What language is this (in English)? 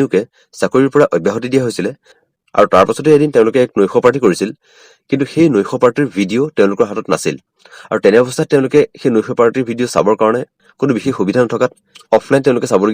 Assamese